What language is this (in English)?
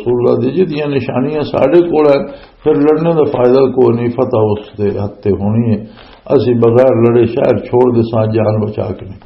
Western Panjabi